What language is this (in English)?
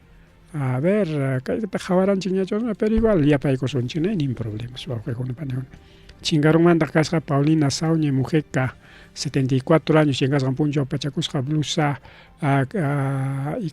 Ayacucho Quechua